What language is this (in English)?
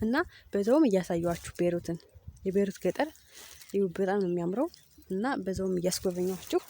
Amharic